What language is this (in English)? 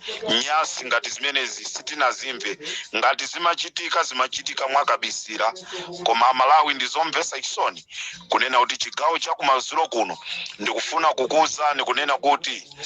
Nyanja